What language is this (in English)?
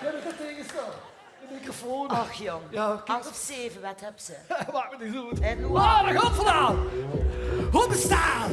Limburgish